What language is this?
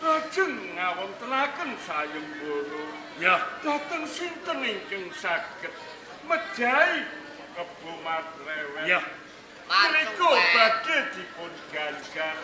Javanese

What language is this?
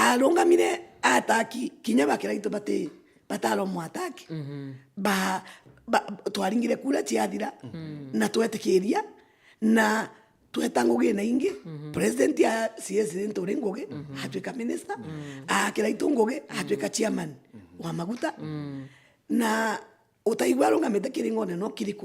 Meru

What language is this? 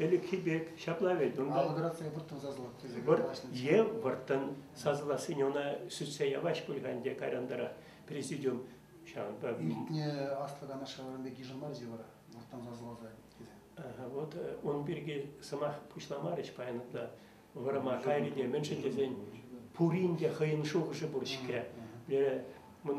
Chuvash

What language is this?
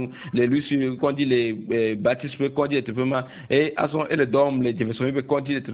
Ewe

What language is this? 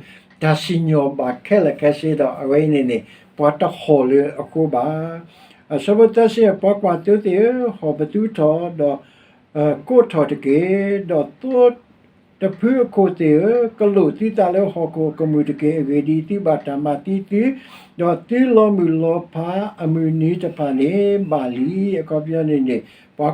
S'gaw Karen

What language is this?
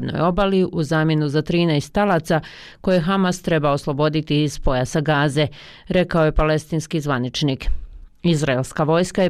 Bosnian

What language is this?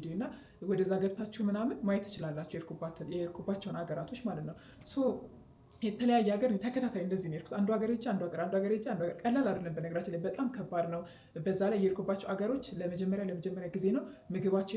Amharic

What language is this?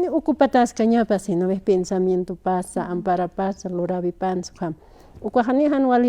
Aymara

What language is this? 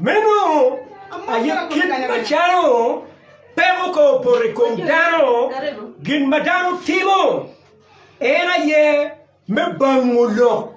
Acoli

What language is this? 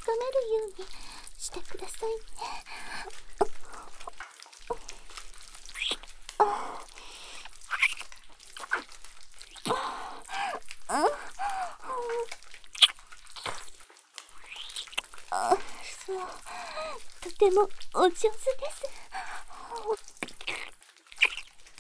Japanese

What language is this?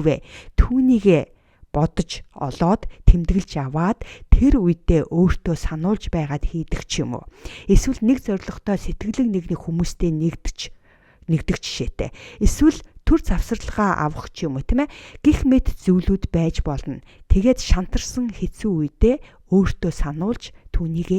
Mongolian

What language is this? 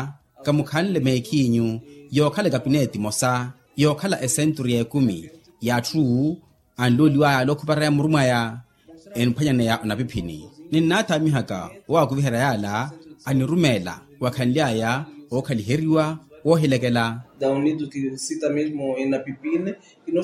Makhuwa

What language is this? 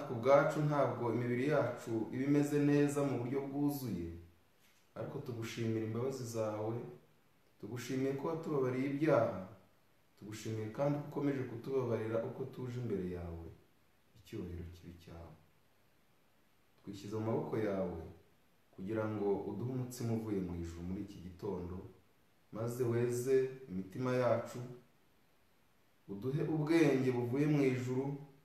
Kinyarwanda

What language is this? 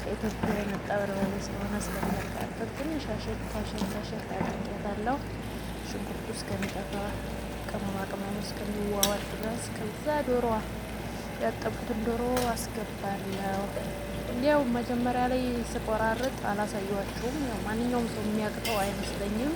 Amharic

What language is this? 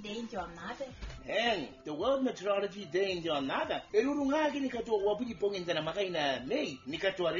Gilbertese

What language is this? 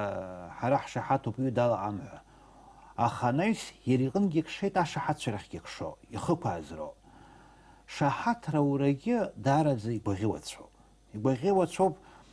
Abkhazian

